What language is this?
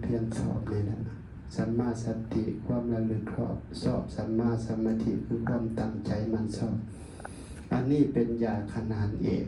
Lao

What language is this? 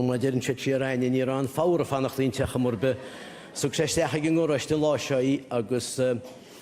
Irish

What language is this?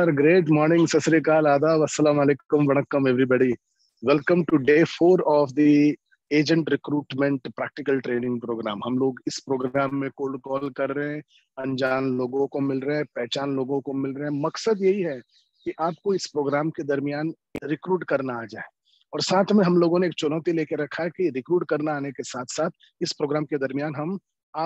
Hindi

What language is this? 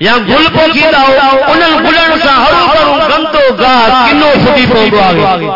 Saraiki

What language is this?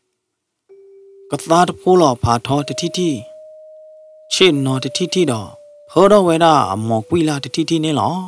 S'gaw Karen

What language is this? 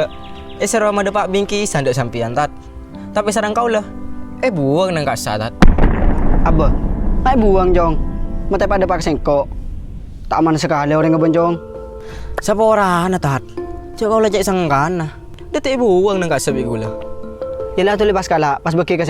Madurese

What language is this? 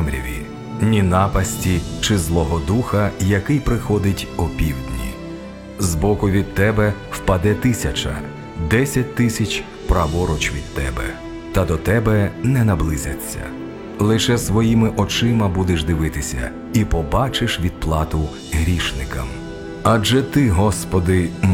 Ukrainian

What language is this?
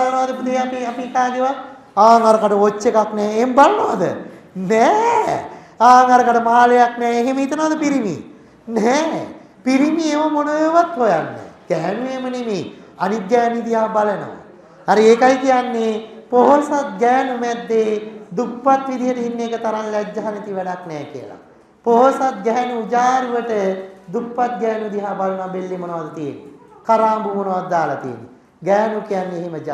Sinhala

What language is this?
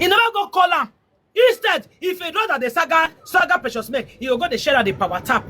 Nigerian Pidgin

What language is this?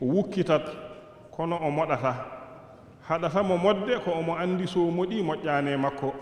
Fula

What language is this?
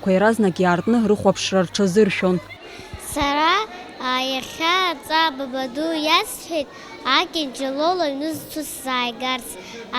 Abkhazian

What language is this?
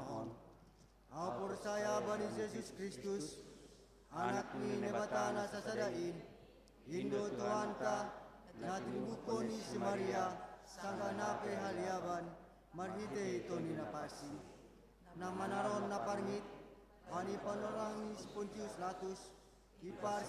Batak Simalungun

